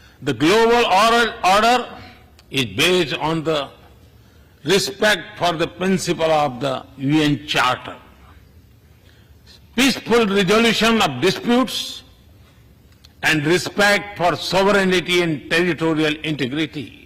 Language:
English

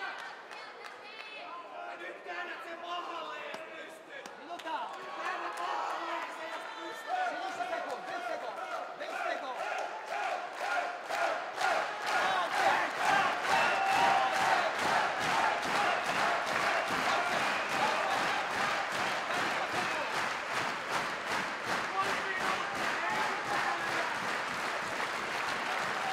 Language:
Finnish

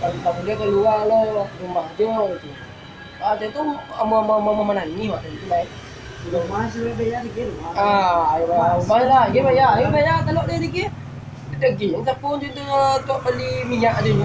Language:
Minangkabau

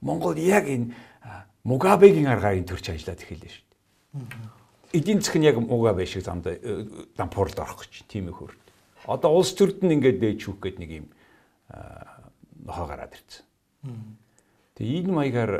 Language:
Mongolian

